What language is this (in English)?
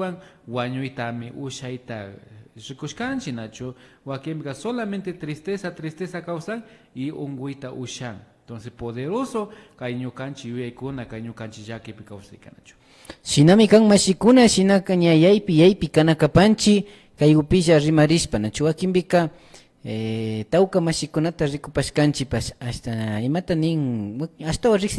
Imbabura Highland Quichua